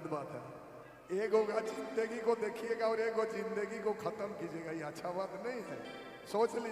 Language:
Sadri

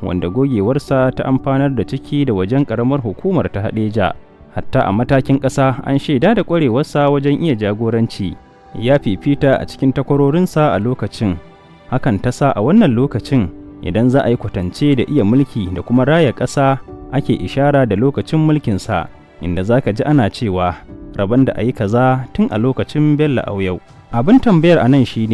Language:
Hausa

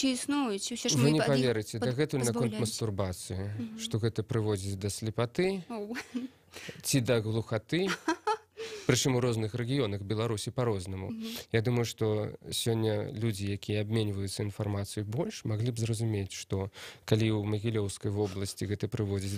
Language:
Belarusian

